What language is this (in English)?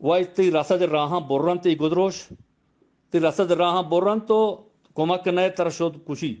Eastern Balochi